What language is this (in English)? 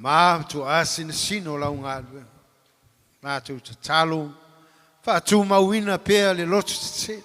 Samoan